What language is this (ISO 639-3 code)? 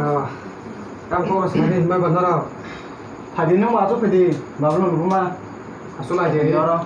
trp